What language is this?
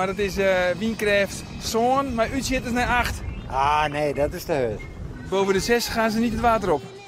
Western Frisian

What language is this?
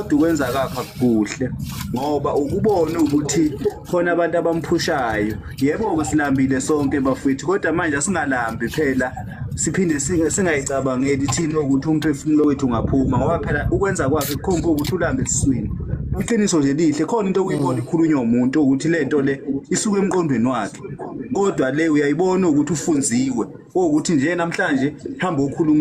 Zulu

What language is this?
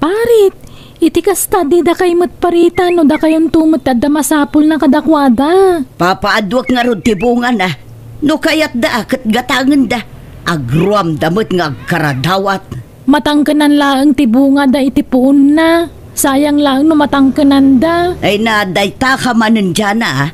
Iloko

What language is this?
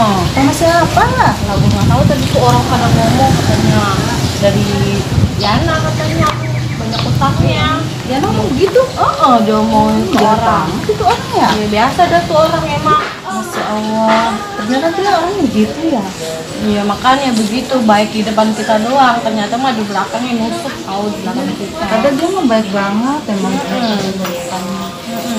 Betawi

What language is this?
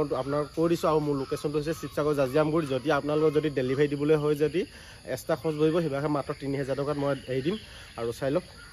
Assamese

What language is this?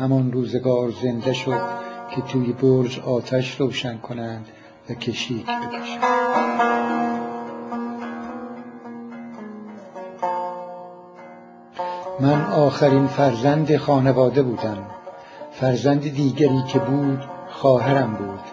Persian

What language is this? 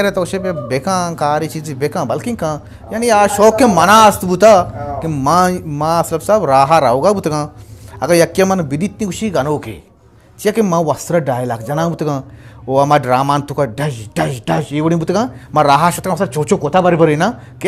Eastern Balochi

